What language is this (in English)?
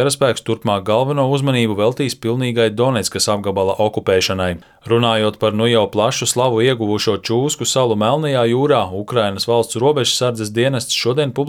Latvian